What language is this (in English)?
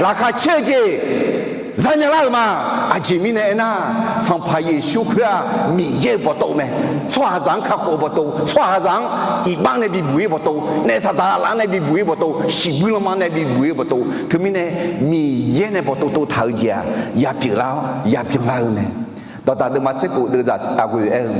Akha